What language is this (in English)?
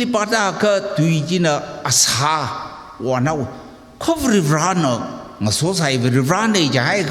Tangkhul Naga (India)